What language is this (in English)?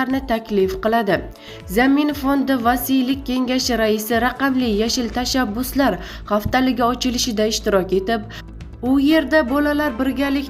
Uzbek